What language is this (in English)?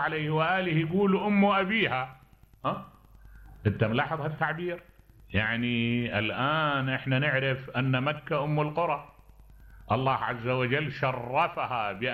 Mesopotamian Arabic